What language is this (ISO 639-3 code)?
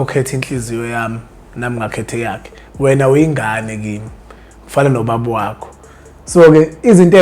zul